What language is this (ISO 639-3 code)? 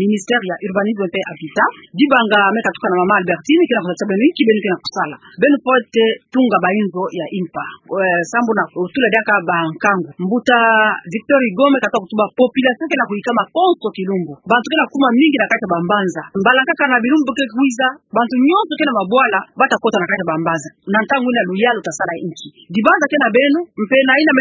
ktu